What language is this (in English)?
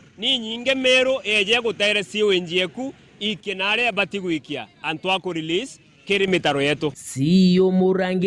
Meru